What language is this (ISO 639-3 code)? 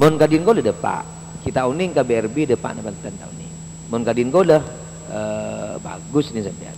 mad